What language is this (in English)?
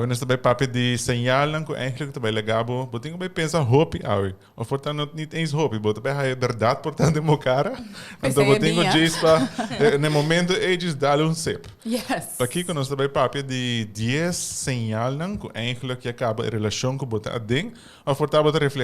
Papiamento